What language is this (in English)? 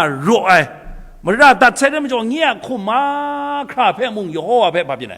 Kachin